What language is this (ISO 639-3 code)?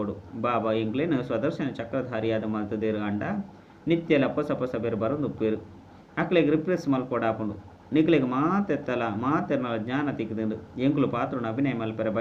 tcy